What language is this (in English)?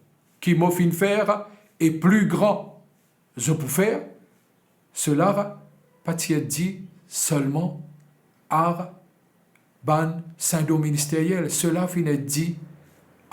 Morisyen